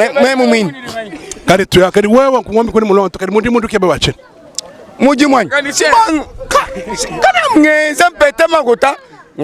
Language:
Luba-Lulua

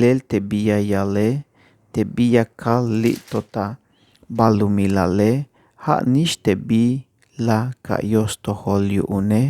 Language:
Tzeltal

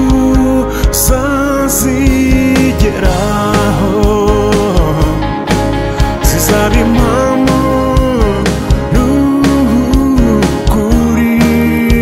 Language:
Kinyarwanda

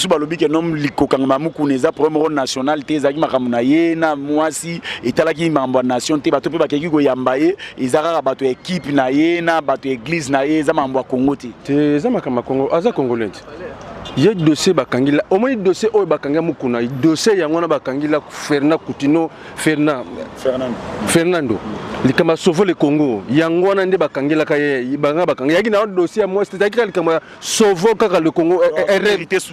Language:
Lingala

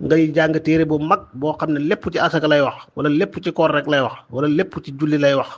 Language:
Wolof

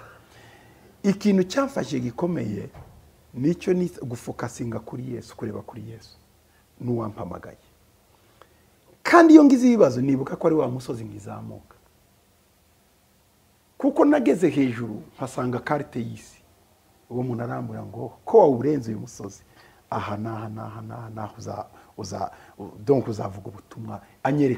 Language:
Kinyarwanda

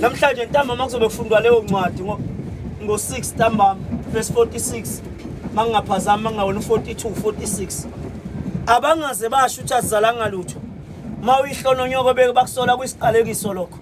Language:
Zulu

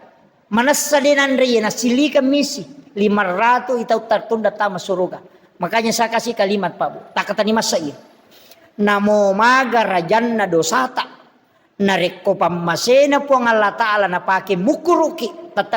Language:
Buginese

